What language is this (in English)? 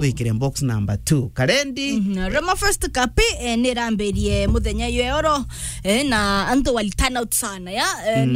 Meru